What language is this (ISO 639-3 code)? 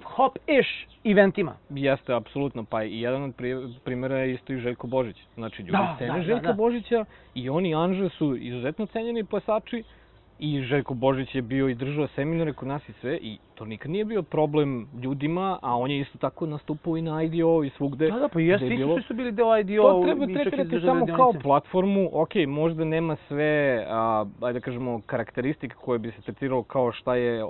srp